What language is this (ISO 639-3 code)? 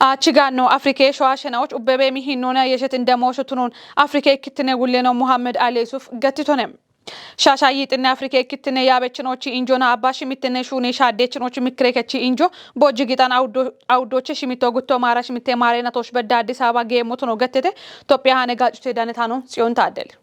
kbr